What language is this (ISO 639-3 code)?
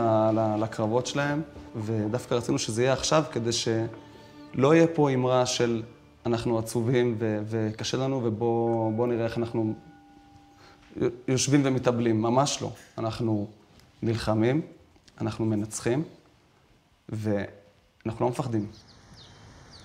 heb